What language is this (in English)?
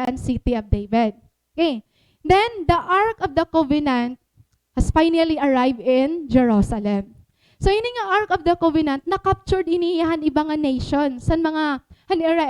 Waray